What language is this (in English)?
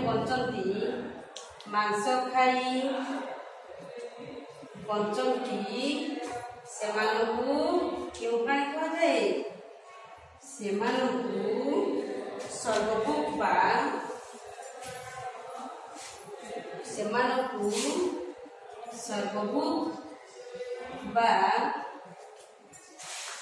Odia